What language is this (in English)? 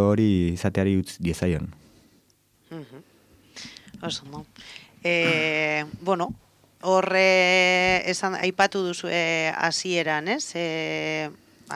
Basque